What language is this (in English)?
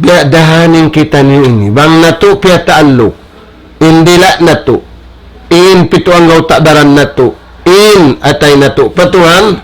Tausug